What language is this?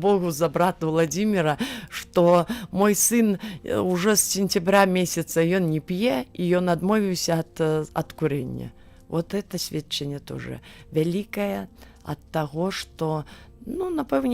Belarusian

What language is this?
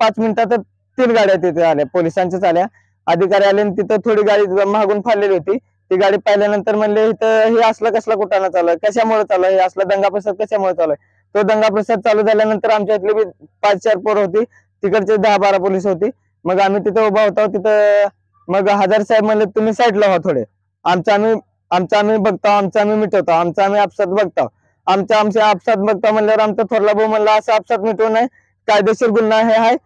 Marathi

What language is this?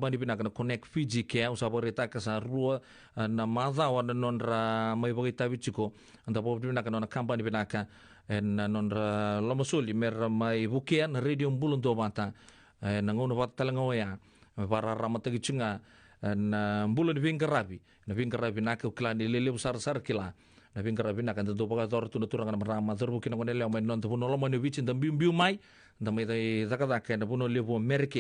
Fijian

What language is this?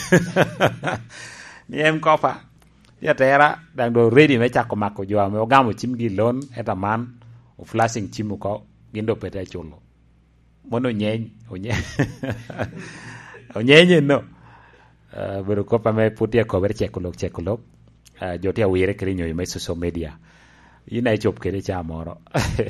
Lango (Uganda)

